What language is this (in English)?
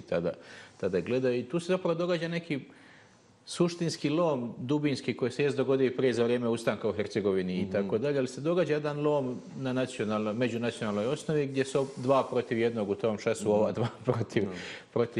Bosnian